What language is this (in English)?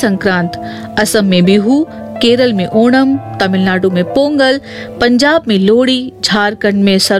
Hindi